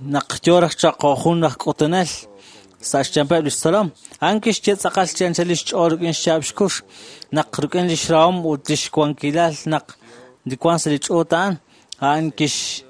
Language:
Kekchí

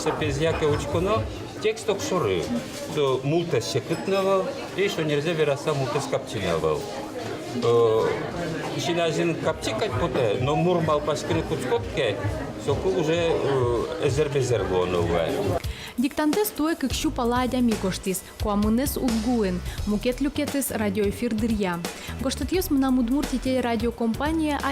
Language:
Udmurt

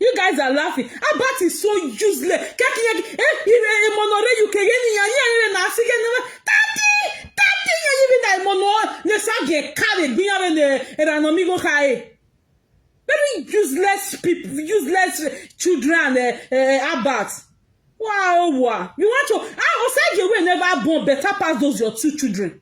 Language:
Nigerian Pidgin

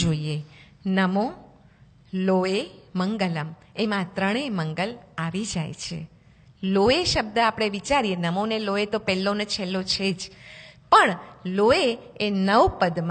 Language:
Gujarati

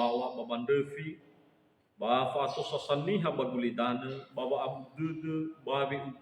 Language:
Nias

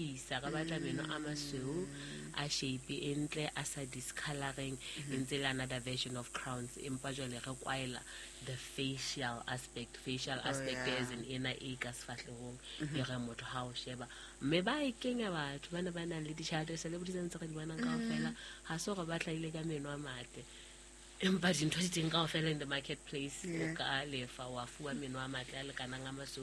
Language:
Southern Sotho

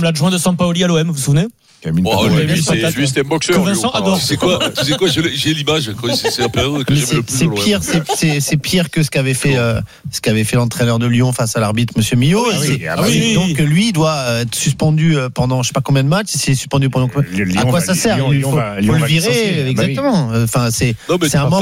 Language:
French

